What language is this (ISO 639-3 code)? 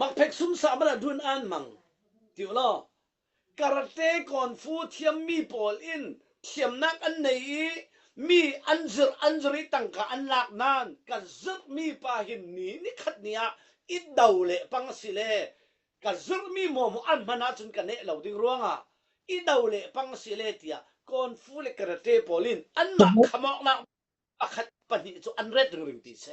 cfm